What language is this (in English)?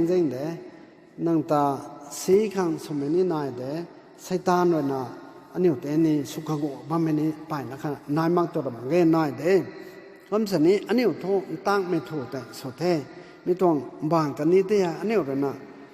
Rongmei Naga